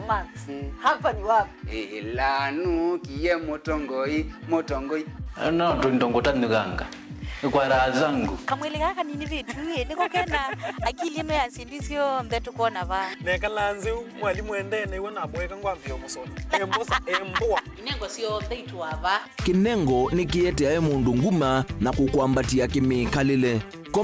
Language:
Kamba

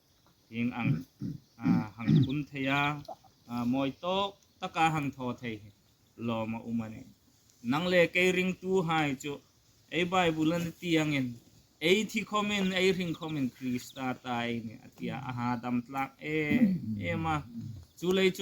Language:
Hmar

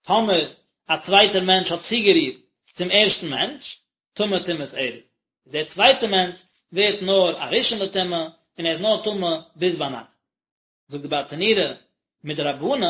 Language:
Yiddish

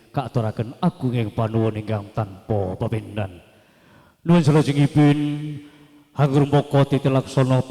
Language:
Javanese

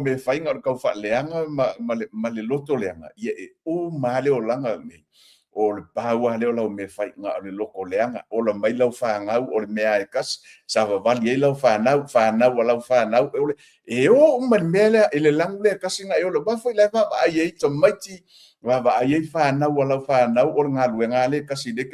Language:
Samoan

